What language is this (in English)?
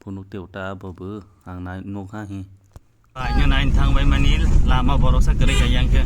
Kok Borok